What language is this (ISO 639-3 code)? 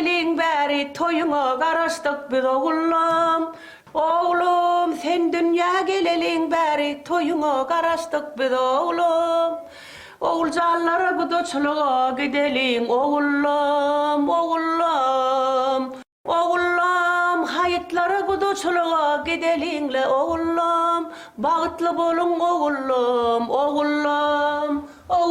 tuk